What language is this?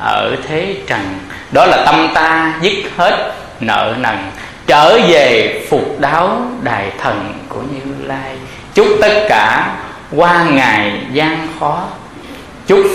Vietnamese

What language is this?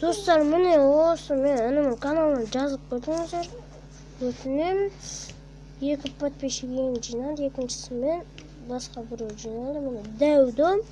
Kazakh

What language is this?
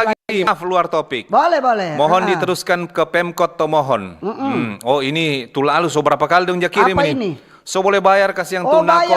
Manado Malay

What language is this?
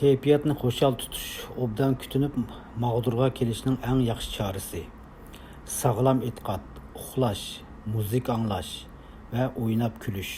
Uyghur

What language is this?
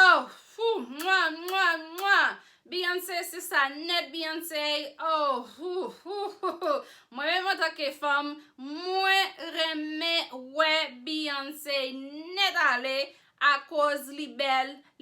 Haitian Creole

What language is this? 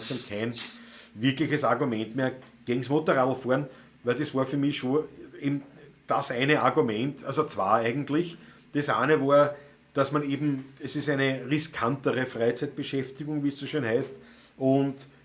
Bavarian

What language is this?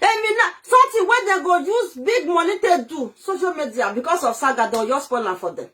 Nigerian Pidgin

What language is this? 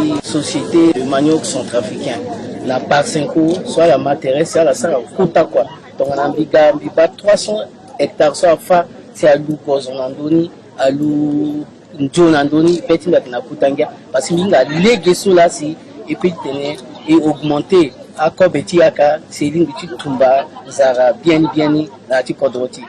Sango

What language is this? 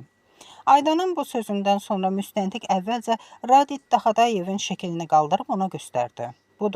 Azerbaijani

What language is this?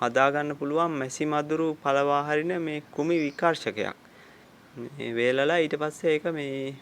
Sinhala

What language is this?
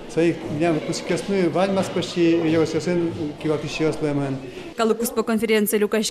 Udmurt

